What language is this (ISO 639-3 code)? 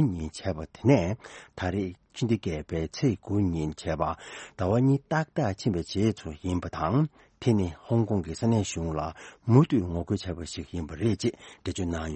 bod